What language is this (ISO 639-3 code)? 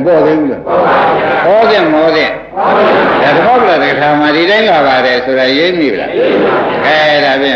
mya